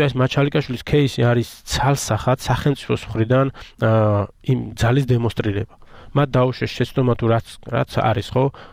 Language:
Georgian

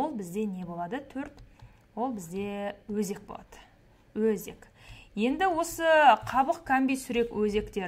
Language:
Kazakh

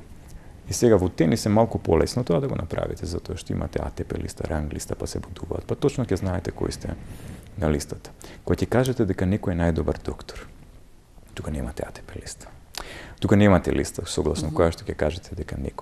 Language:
Macedonian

